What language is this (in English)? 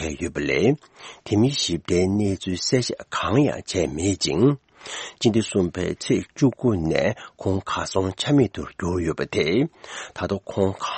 Tibetan